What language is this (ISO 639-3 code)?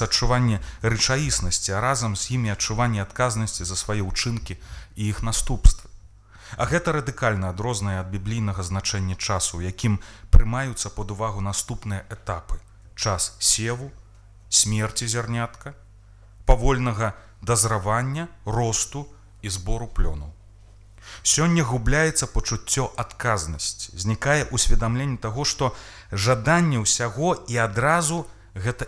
bel